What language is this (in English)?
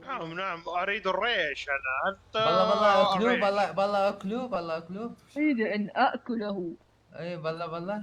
Mesopotamian Arabic